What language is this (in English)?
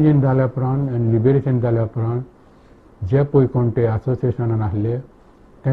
Konkani